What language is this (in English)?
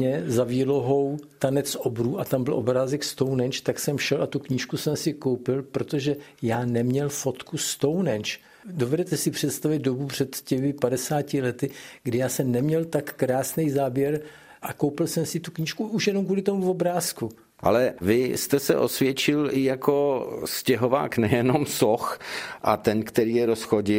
Czech